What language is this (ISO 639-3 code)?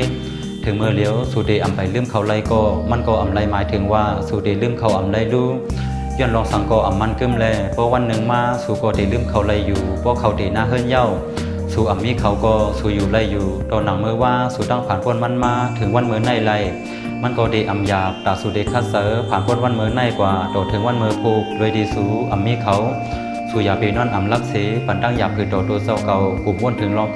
shn